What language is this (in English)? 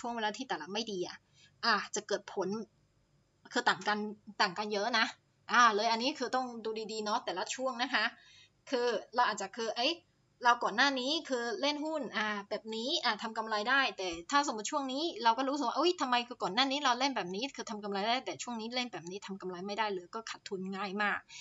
Thai